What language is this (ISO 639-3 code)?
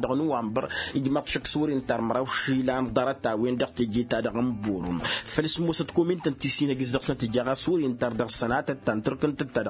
taq